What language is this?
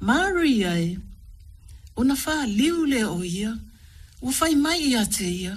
Samoan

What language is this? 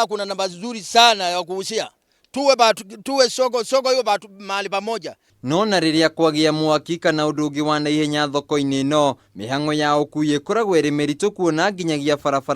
Kikuyu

